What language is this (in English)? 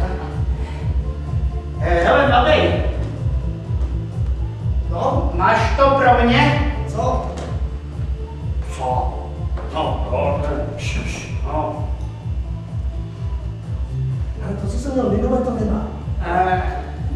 Czech